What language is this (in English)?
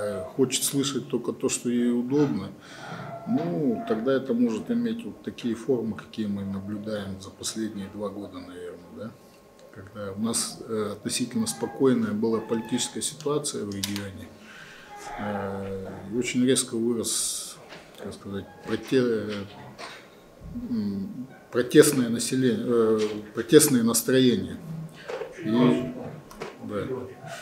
Russian